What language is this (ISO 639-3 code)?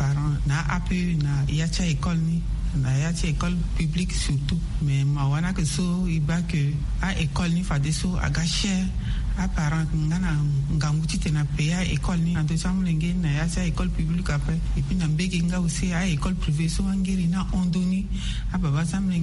sag